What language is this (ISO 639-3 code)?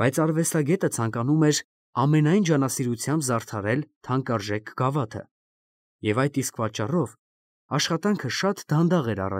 hye